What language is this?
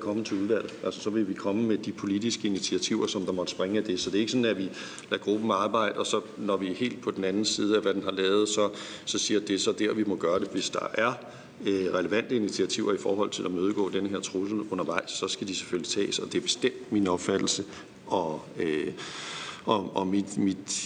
Danish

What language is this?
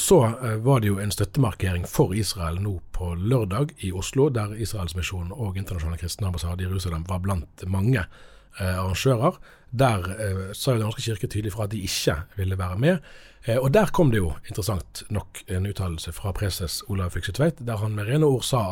Norwegian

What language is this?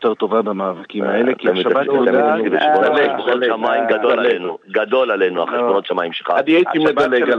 Hebrew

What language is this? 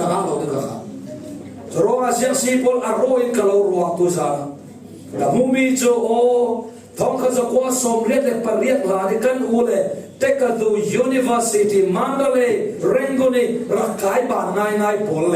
Falam Chin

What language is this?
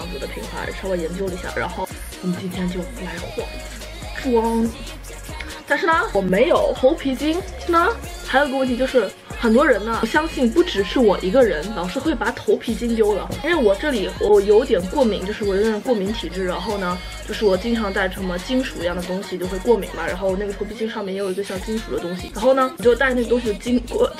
Chinese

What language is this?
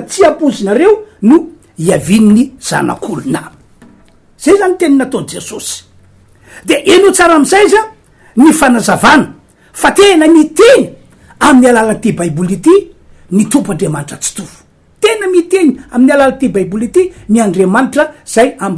Malagasy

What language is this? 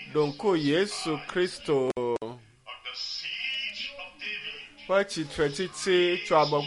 Ewe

